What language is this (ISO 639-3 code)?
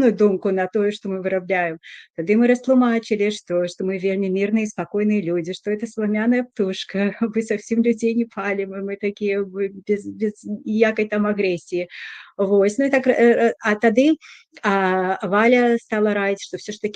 bel